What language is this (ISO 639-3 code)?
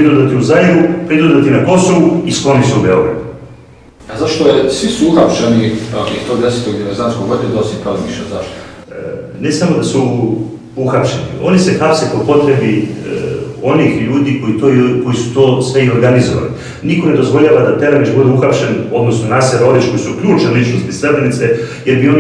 srp